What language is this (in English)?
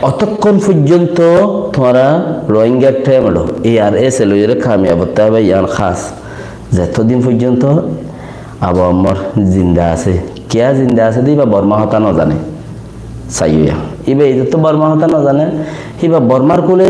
Rohingya